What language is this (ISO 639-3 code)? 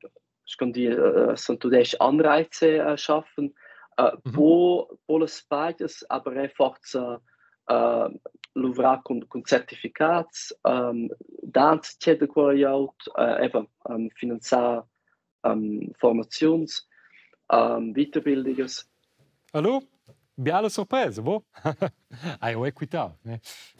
roh